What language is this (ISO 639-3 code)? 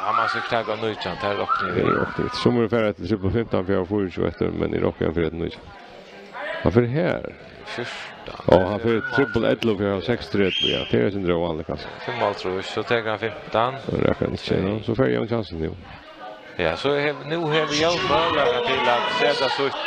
fao